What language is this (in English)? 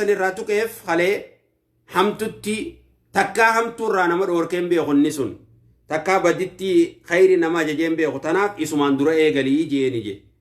Oromo